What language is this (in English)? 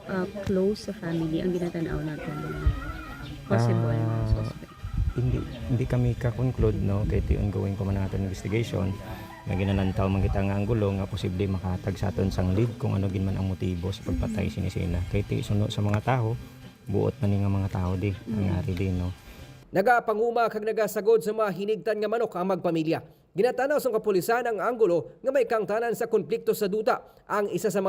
Hiligaynon